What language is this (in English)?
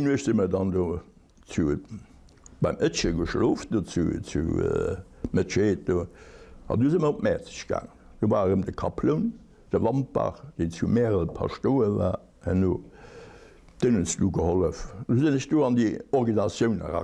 Luxembourgish